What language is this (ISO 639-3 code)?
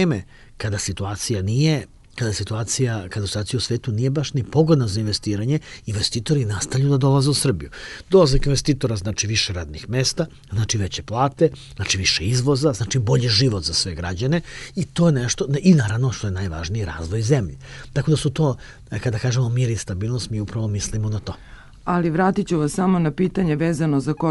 srp